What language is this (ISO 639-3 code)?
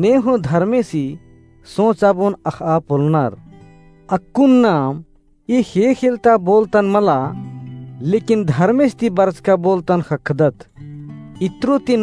kru